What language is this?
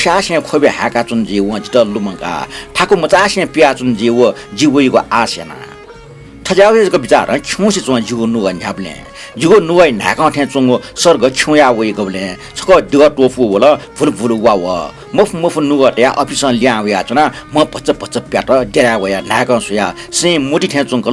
Newari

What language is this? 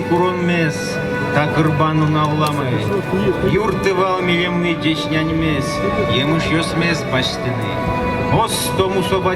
Udmurt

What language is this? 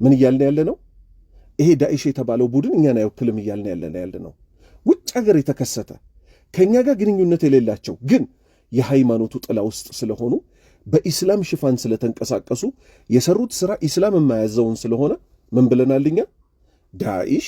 Amharic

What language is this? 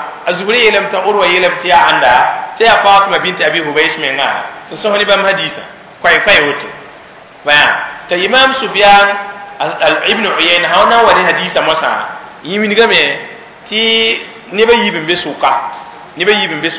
Mossi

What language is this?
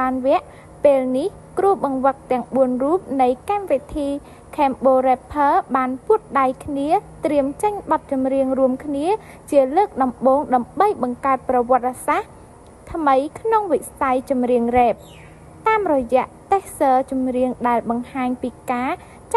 Khmer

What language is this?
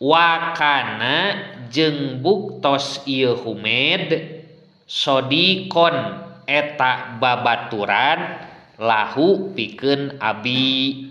Sundanese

